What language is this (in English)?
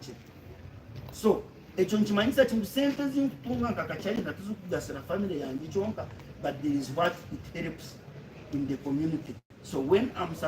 Nyankole